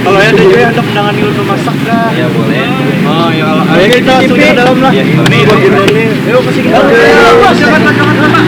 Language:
Banjar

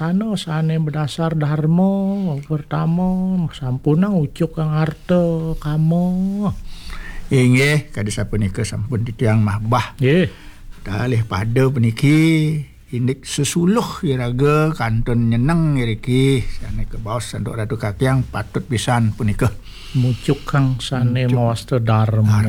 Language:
Balinese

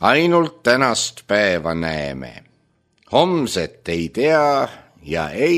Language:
Estonian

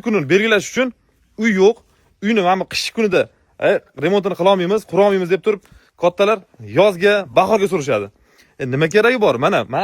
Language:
Uzbek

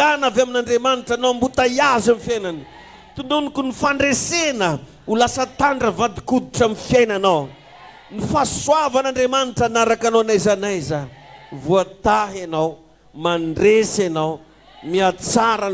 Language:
Malagasy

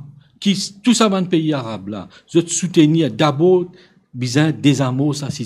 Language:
Morisyen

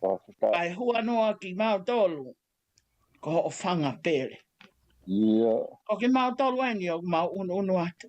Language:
Tongan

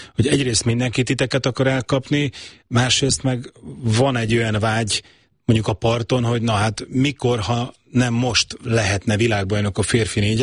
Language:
Hungarian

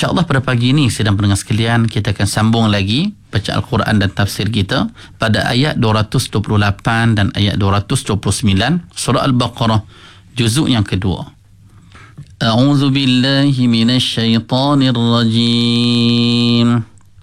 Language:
Malay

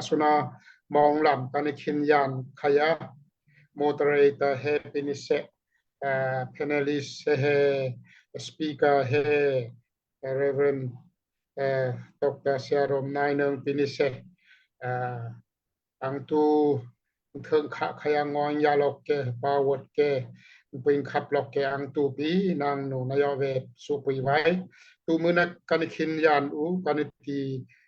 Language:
Daai Chin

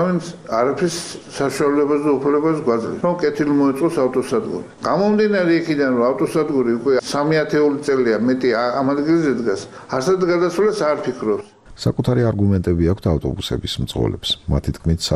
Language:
Georgian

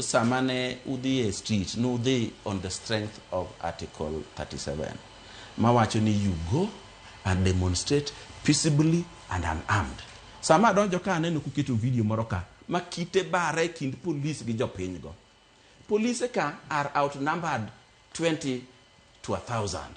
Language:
Luo (Kenya and Tanzania)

